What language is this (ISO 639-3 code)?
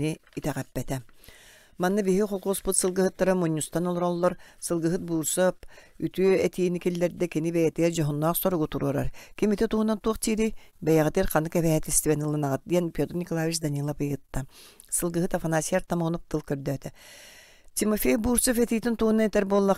sah